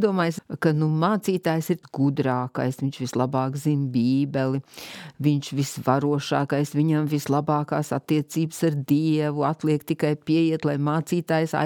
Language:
Latvian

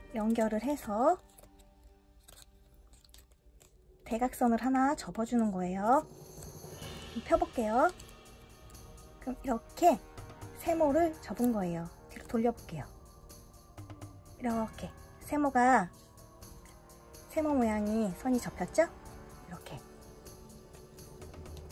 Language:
Korean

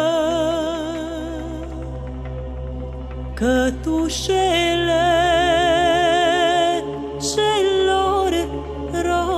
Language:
Romanian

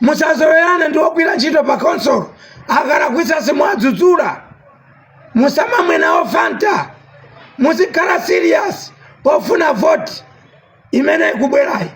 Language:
Nyanja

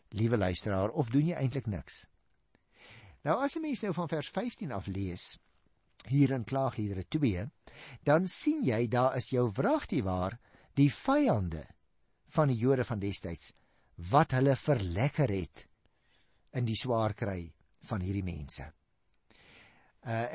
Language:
Afrikaans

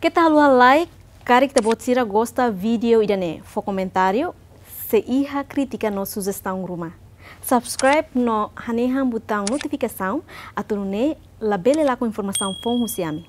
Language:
Tetum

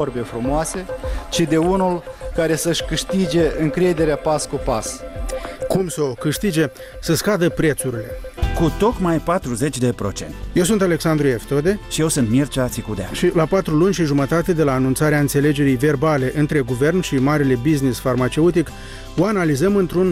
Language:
Romanian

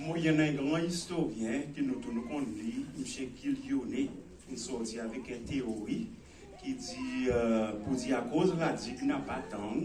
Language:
Seselwa Creole French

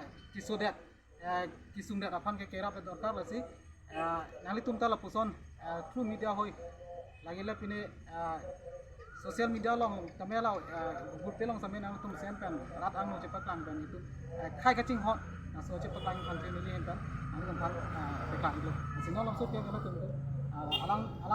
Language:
Karbi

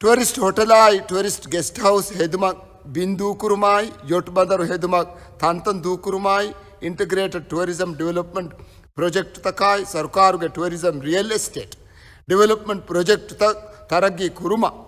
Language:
Divehi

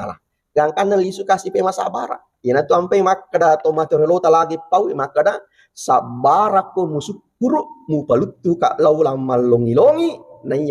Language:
Buginese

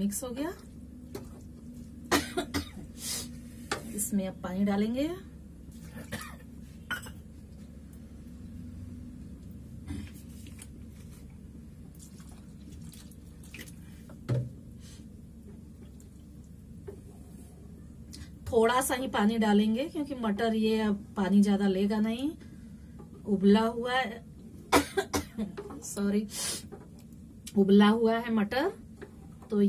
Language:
Hindi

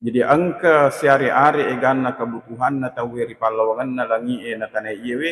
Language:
Buginese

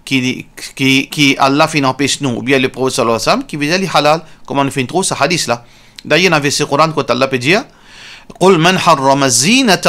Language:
Morisyen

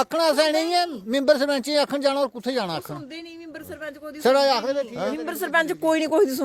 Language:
Dogri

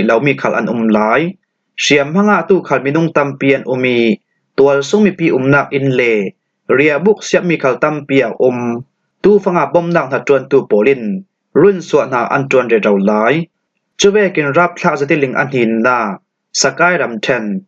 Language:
Falam Chin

